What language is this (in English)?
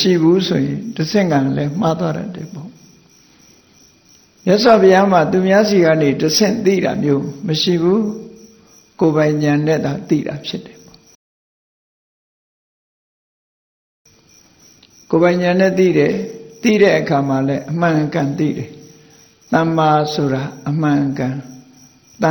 Burmese